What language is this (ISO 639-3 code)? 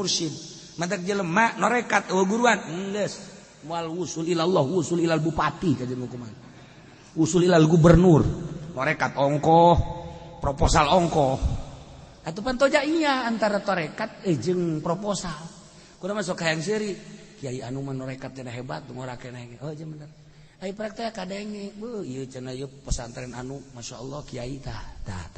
sun